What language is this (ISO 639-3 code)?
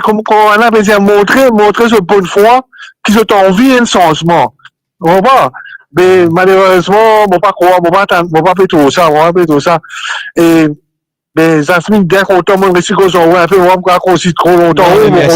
mfe